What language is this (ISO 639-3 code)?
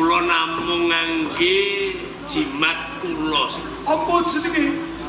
jav